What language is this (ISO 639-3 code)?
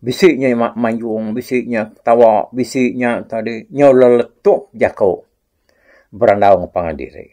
iba